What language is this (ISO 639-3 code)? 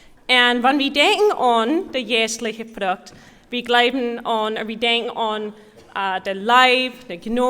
pdt